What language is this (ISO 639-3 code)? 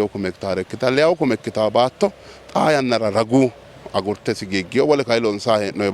sid